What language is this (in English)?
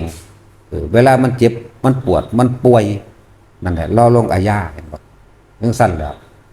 Northeastern Thai